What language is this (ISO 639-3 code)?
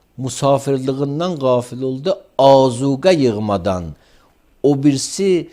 aze